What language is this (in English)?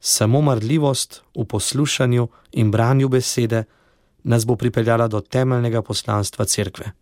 Slovenian